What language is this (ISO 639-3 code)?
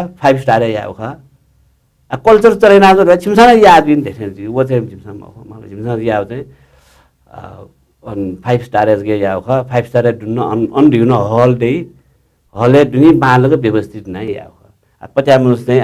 new